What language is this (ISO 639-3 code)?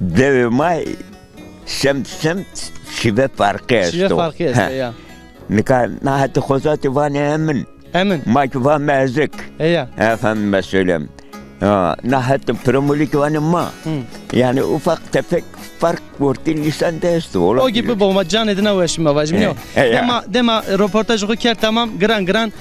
zza